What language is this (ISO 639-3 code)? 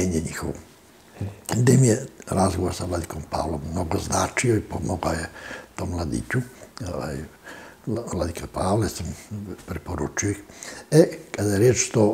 srp